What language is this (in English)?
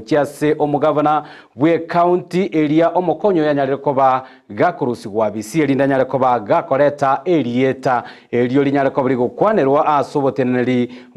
Gusii